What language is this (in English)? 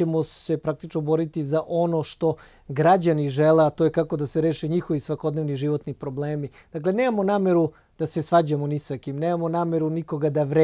Serbian